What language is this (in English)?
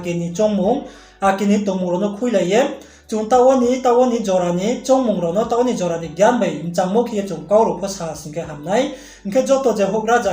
Riang (India)